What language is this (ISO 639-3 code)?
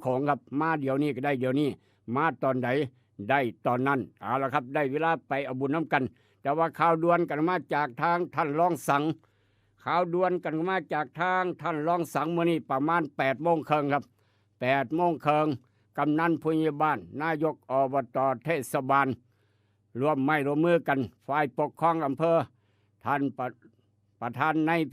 tts